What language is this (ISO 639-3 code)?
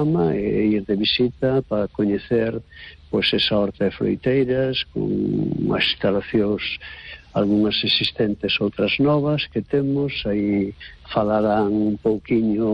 glg